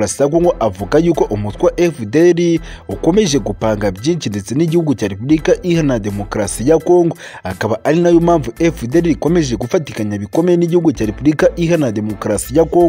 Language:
Kinyarwanda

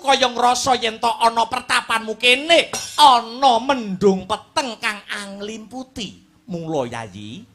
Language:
Javanese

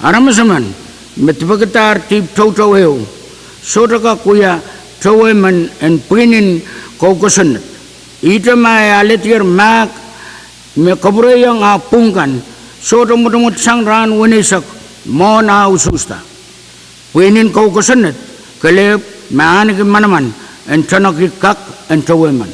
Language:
Pohnpeian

